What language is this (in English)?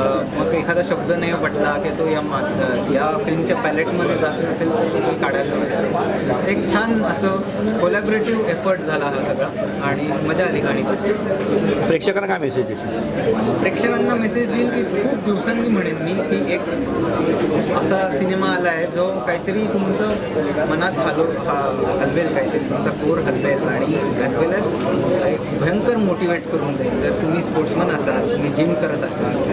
Marathi